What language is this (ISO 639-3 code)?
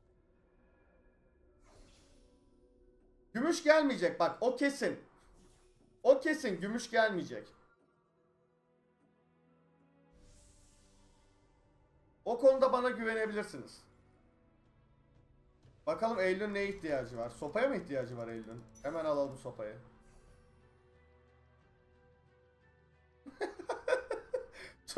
tur